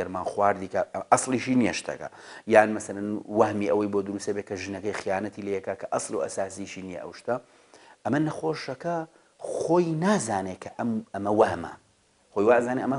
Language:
Central Kurdish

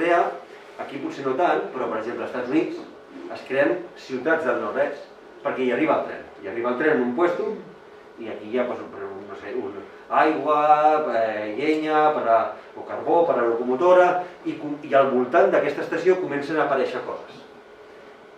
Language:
Catalan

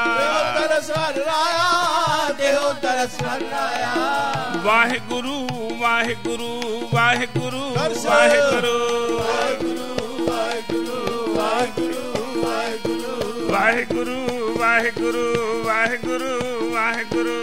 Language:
Punjabi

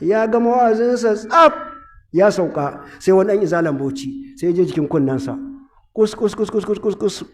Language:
Hausa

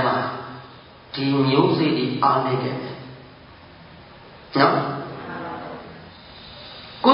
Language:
Burmese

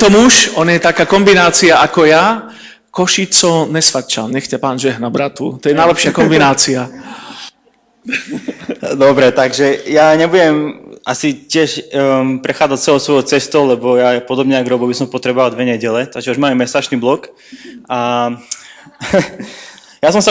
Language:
Slovak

